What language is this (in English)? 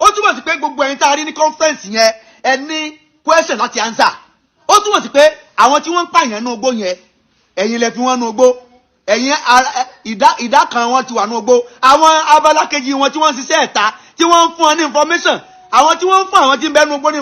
Yoruba